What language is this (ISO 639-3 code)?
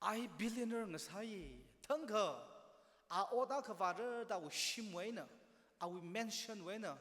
nmf